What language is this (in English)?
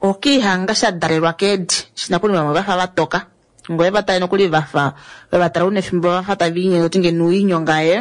Kuanyama